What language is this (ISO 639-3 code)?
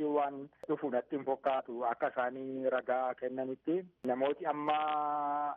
orm